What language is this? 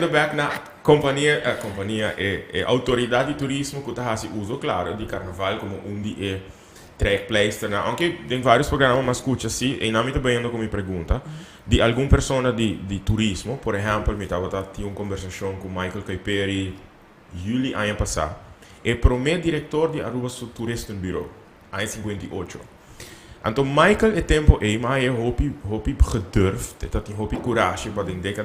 Papiamento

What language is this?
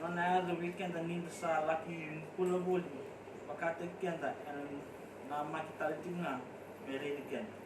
Fijian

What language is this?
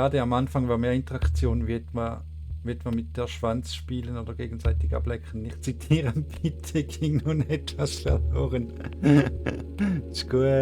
Swiss German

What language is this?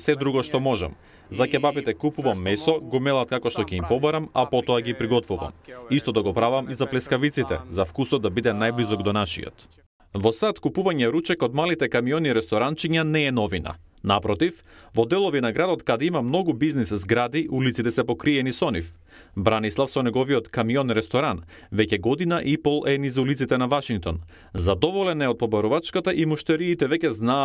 Macedonian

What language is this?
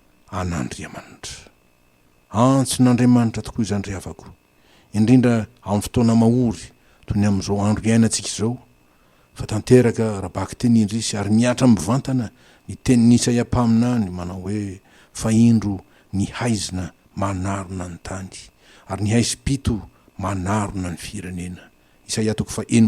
Malagasy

